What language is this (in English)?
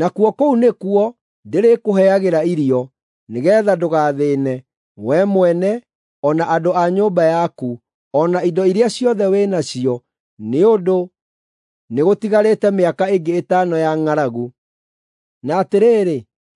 Kikuyu